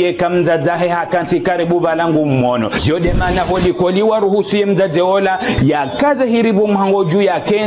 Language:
Ngazidja Comorian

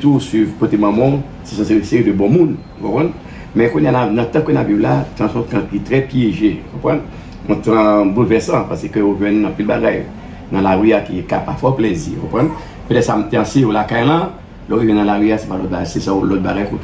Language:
Haitian Creole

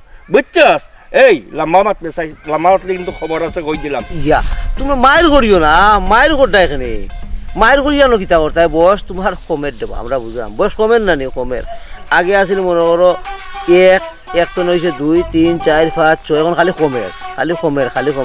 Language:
Sylheti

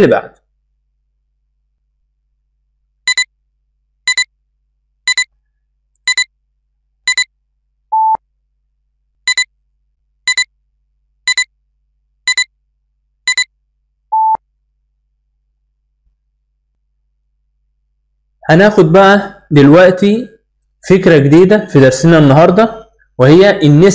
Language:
Egyptian Arabic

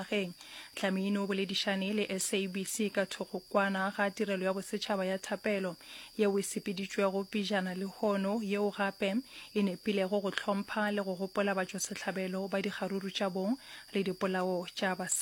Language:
Northern Sotho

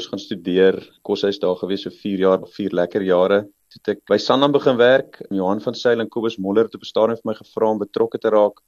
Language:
Afrikaans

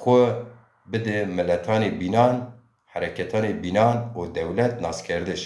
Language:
Zaza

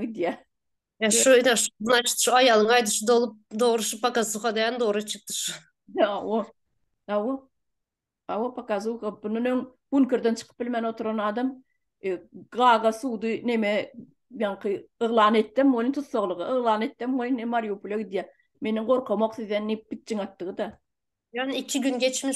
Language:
Turkmen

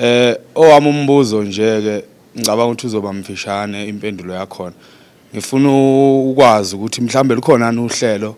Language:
Zulu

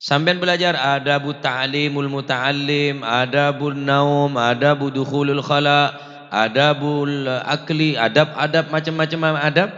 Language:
Madurese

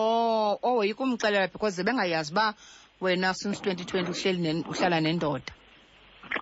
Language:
Xhosa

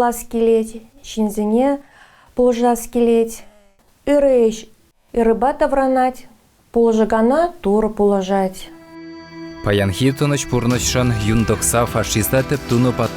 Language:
Chuvash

